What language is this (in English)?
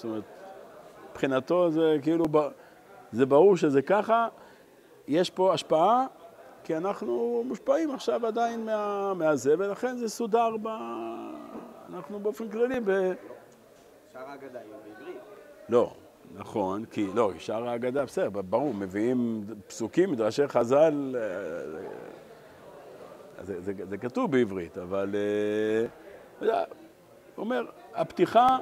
Hebrew